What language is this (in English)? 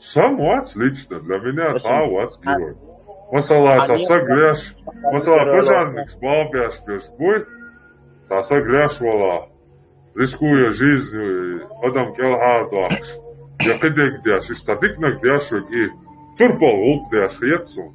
Chechen